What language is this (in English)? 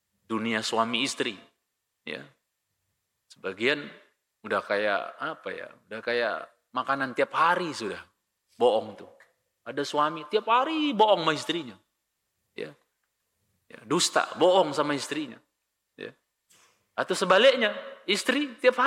Indonesian